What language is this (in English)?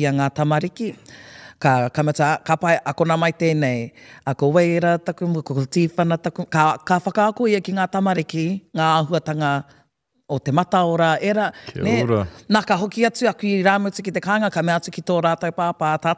Māori